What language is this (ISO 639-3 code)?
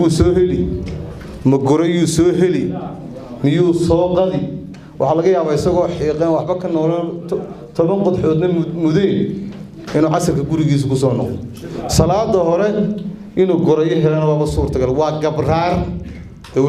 som